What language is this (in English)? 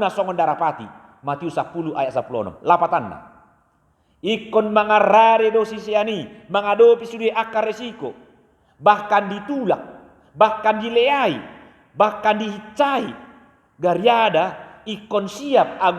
Batak Toba